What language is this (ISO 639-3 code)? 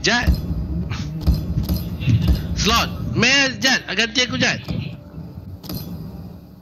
msa